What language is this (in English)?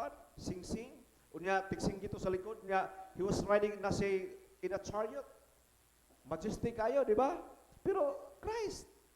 Cebuano